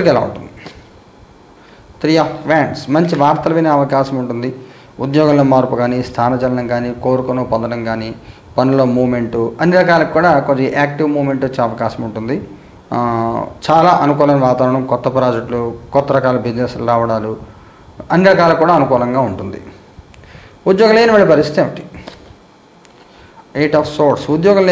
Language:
Telugu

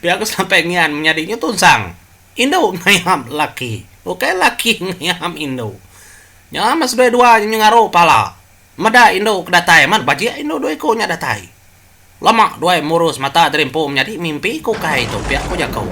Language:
Iban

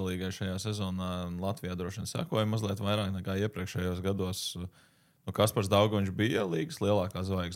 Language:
Latvian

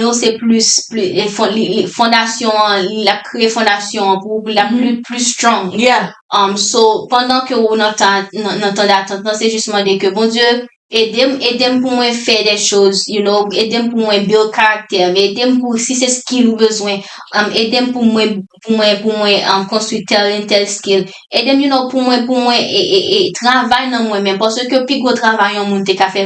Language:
Haitian Creole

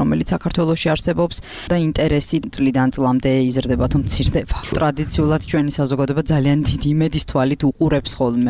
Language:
Georgian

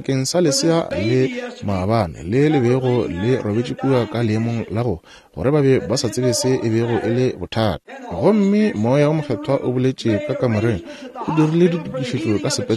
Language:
Northern Sotho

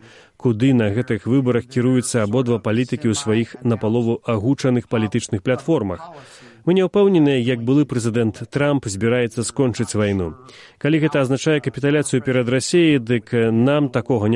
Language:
Belarusian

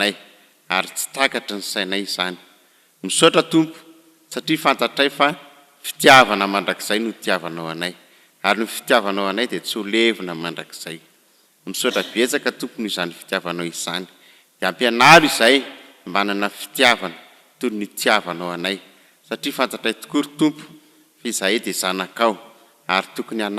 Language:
Malagasy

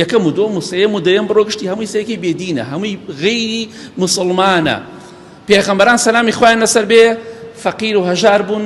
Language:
Central Kurdish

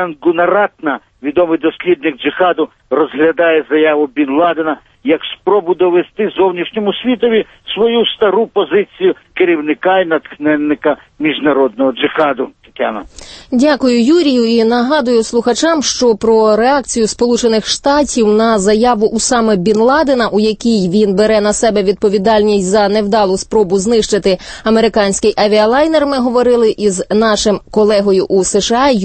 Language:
Ukrainian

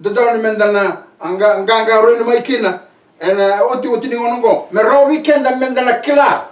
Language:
Fijian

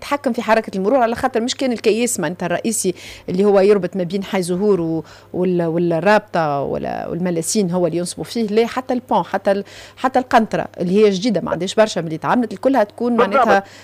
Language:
Tunisian Arabic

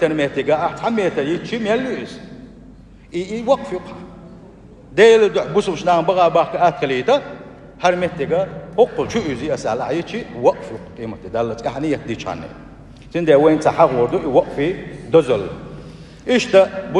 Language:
Chechen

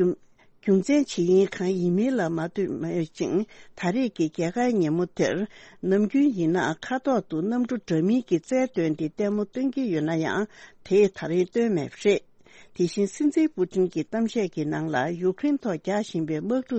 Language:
Tibetan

